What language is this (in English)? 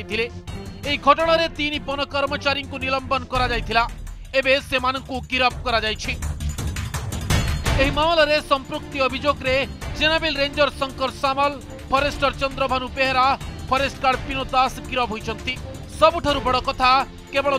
Odia